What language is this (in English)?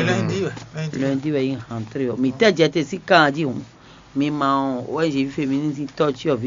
Fon